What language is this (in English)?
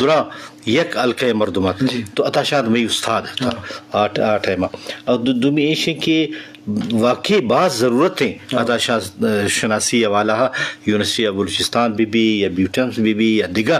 Eastern Balochi